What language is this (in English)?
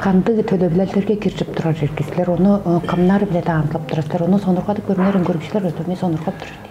Tuvinian